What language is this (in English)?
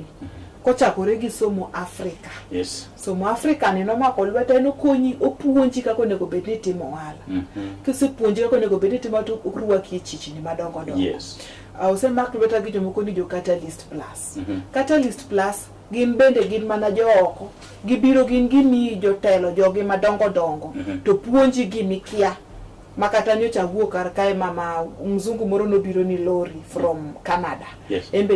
Luo (Kenya and Tanzania)